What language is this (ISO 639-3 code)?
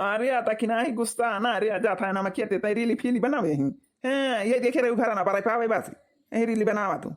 awa